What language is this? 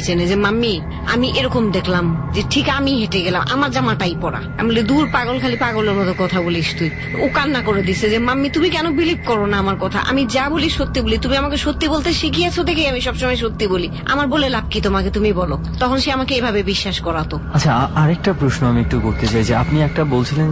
Bangla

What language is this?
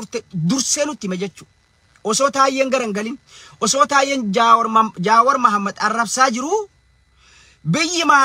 Oromo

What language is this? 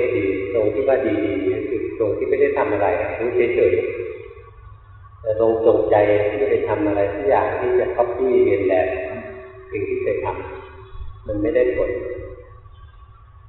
Thai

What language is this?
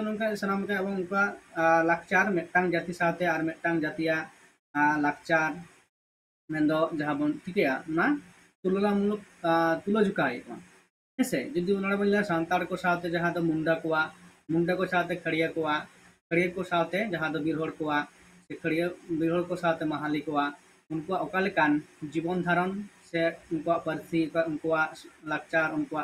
Santali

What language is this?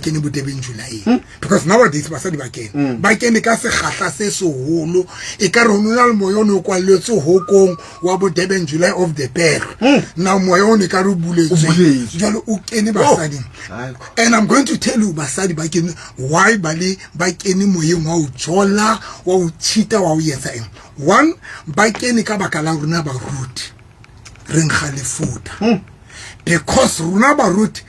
Southern Sotho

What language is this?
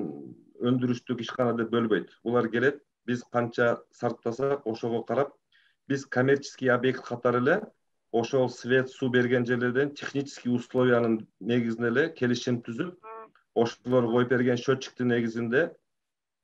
Kyrgyz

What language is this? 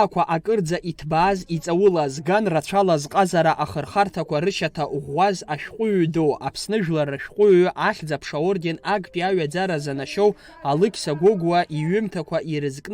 Abkhazian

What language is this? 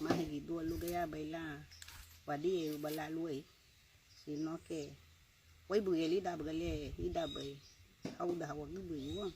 Garifuna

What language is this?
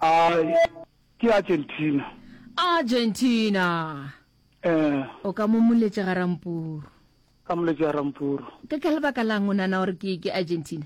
Northern Sotho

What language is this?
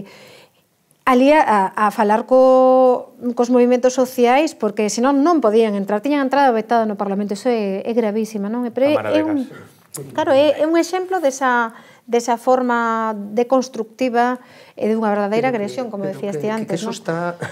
Galician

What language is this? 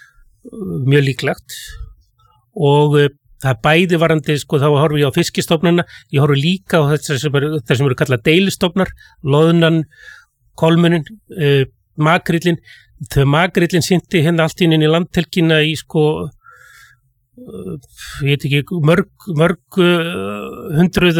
Icelandic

